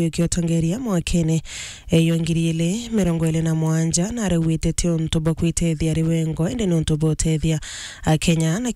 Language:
Meru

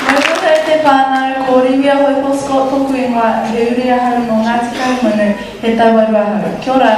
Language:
Māori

